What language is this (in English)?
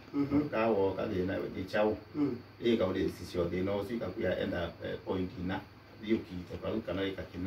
Kamba